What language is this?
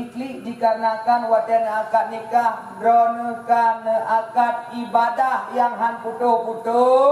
Achinese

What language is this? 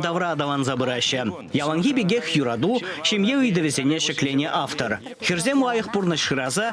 Chuvash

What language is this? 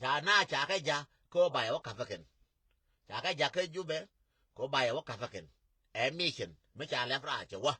Nuer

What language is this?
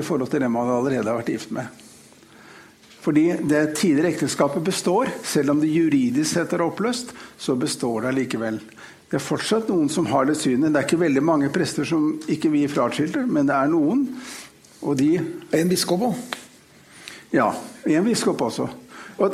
Norwegian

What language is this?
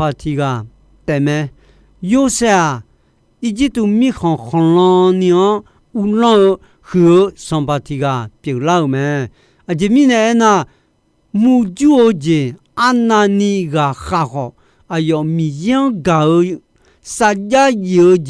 Akha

